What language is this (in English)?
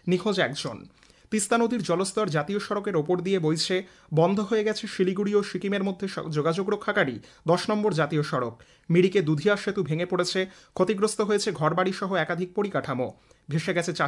Bangla